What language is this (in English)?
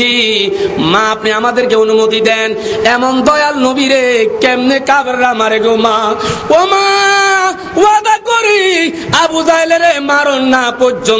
Bangla